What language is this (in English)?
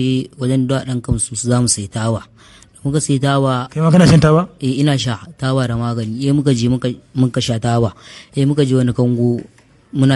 Hausa